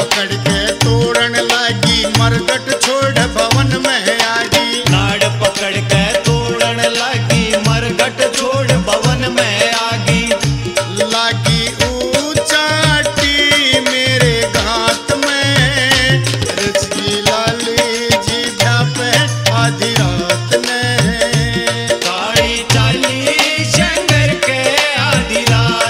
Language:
Haryanvi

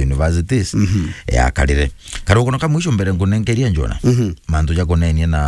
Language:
Meru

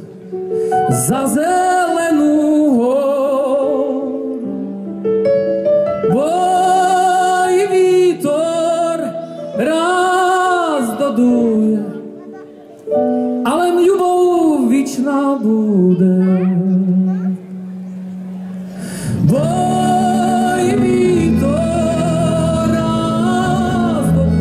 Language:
Slovak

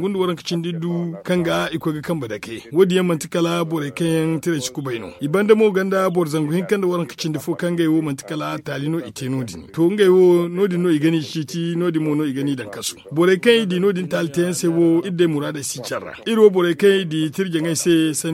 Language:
Zarma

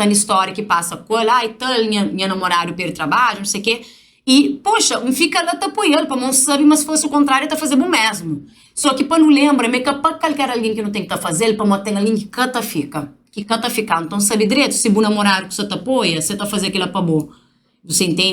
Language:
Kabuverdianu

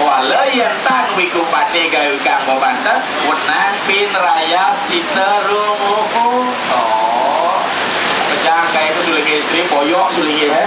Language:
Balinese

